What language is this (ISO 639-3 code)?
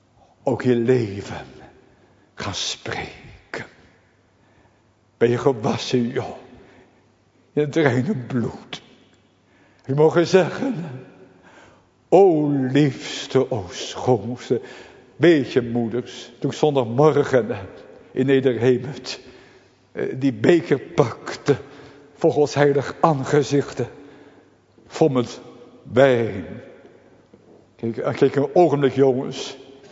nld